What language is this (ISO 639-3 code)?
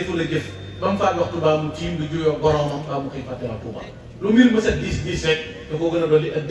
wol